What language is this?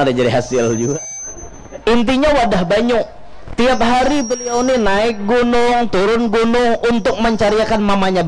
Banjar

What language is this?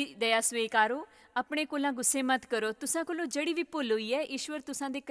Dogri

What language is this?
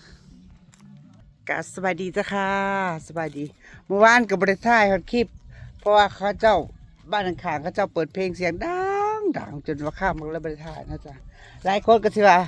Northeastern Thai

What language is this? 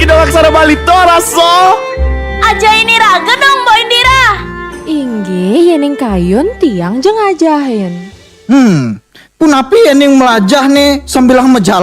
Balinese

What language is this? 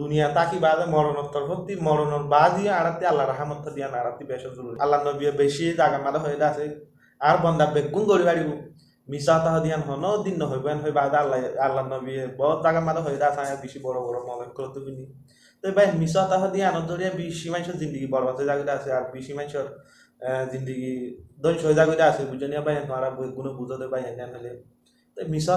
Rohingya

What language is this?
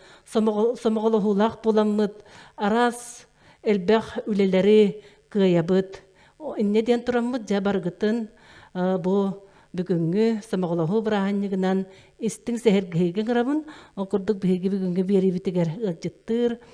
Yakut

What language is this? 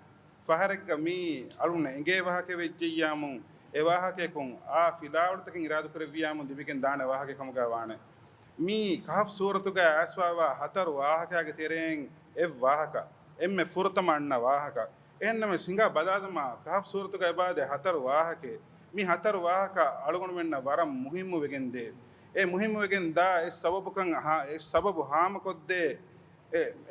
Divehi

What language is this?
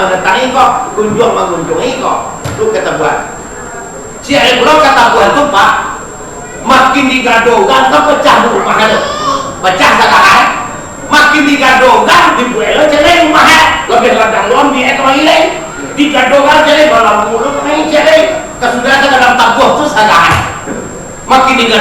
Minangkabau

